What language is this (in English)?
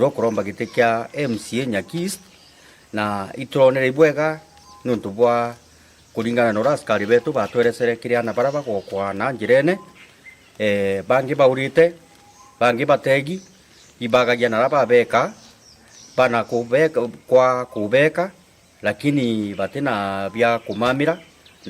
Meru